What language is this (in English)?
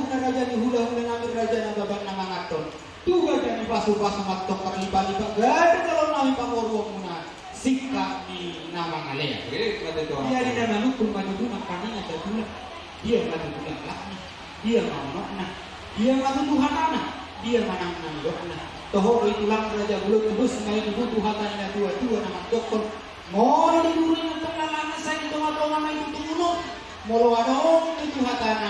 Batak Toba